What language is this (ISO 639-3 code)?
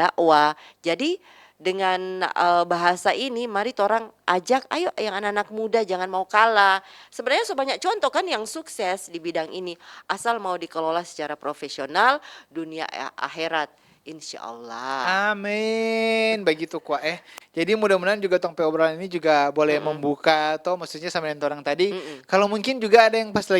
xmm